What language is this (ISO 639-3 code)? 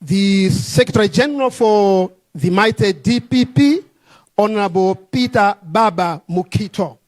nya